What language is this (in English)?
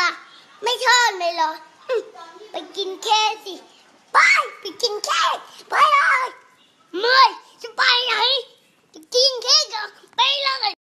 Lao